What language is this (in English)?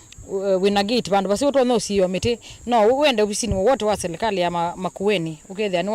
Kamba